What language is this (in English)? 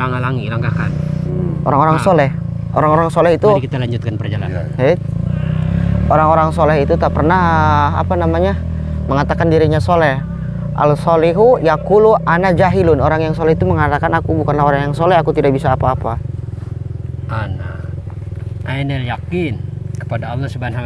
Indonesian